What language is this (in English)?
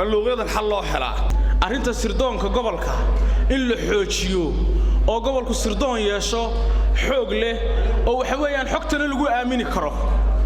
Somali